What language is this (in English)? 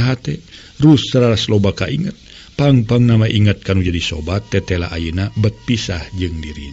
Sundanese